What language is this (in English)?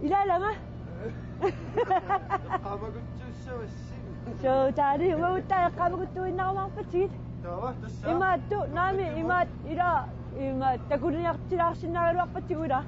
Kalaallisut